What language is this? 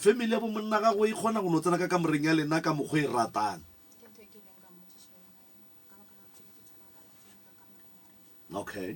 Northern Sotho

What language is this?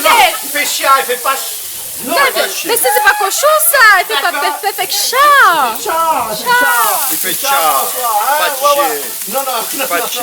Réunion Creole French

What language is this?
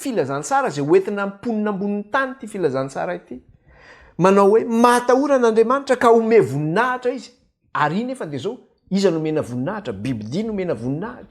Malagasy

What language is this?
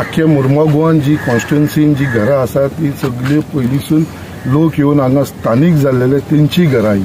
Konkani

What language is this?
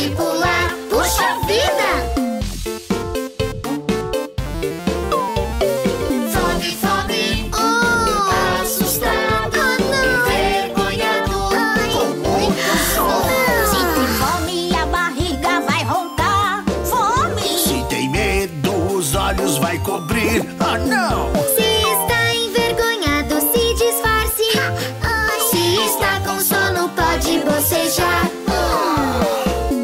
Portuguese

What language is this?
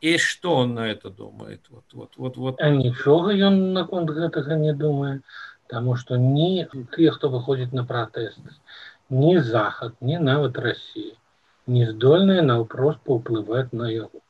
Belarusian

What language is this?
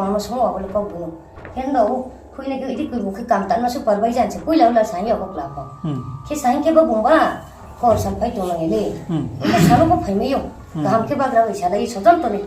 Riang (India)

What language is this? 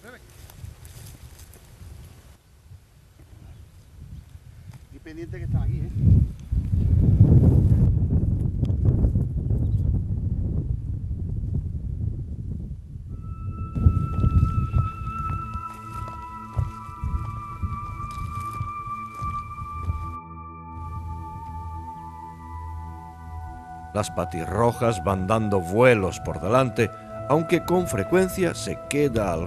Spanish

